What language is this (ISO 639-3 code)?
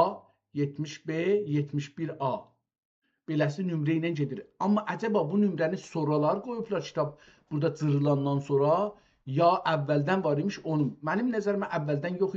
azb